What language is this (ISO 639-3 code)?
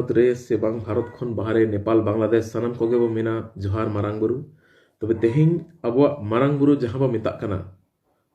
sat